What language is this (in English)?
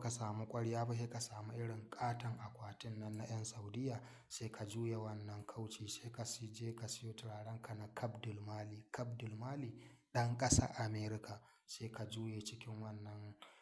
Hausa